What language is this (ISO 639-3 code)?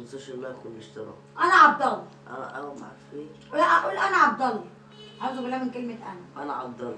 arz